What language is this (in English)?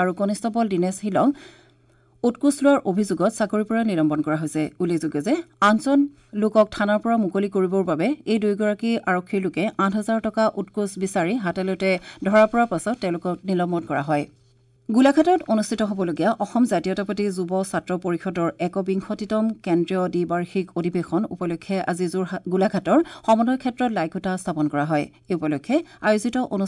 Assamese